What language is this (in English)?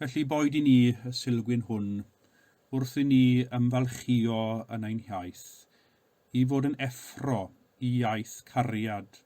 Welsh